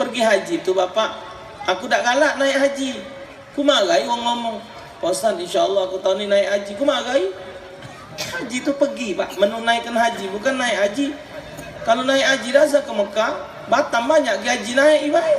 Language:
Musi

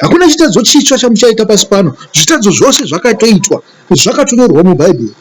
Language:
Shona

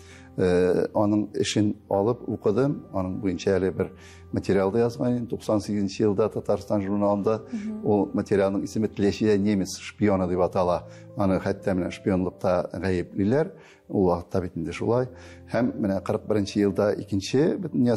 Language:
Tatar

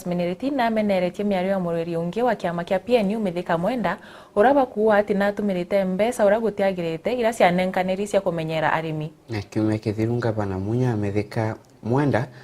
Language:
Meru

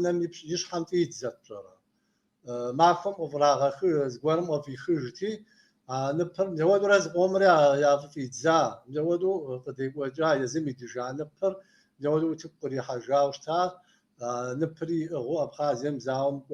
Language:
Kabardian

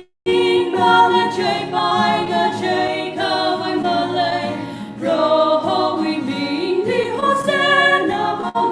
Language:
Tangkhul Naga (India)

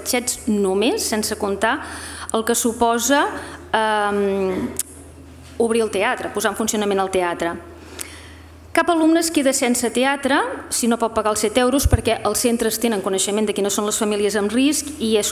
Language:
Catalan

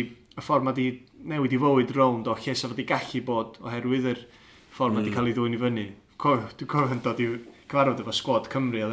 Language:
Welsh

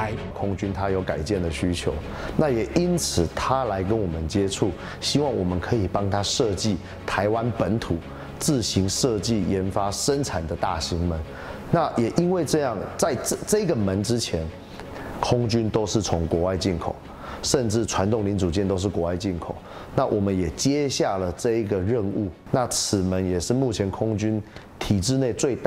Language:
Chinese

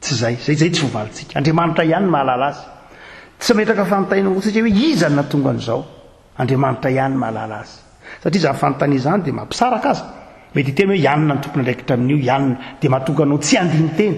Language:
Malagasy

